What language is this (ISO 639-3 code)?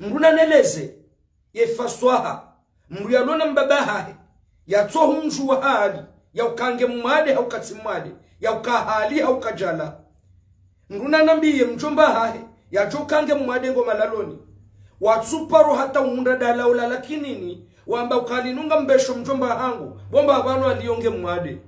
zdj